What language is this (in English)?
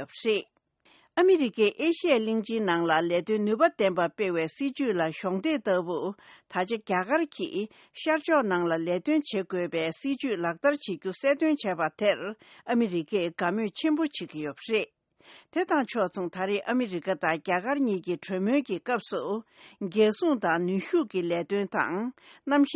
Tibetan